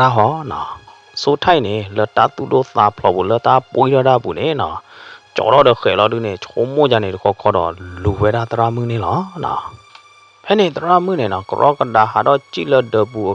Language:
S'gaw Karen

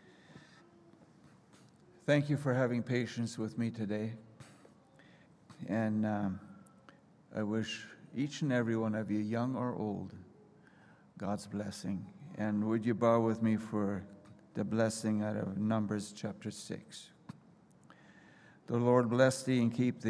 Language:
English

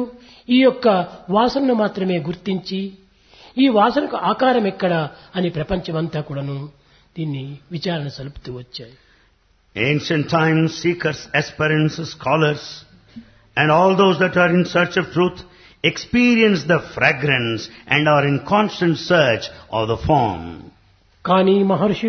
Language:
Telugu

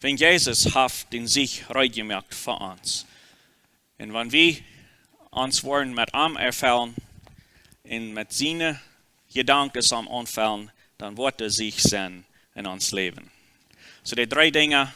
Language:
Plautdietsch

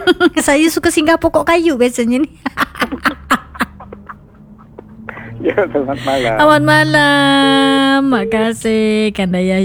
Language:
Malay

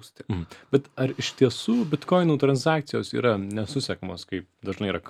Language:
Lithuanian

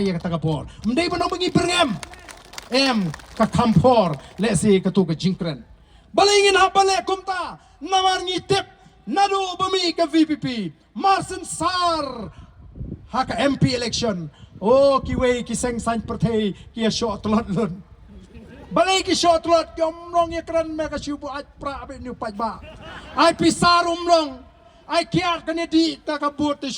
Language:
Khasi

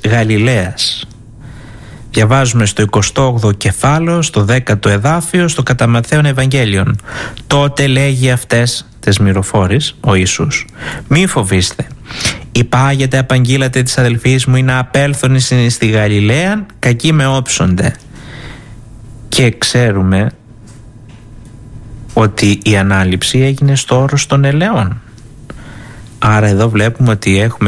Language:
Greek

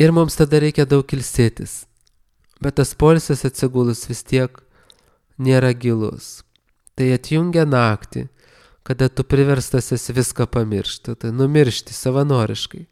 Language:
Lithuanian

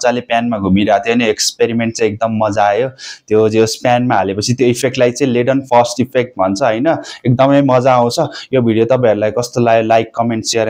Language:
Nepali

